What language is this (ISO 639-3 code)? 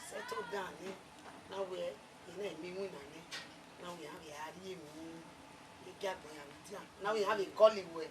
bin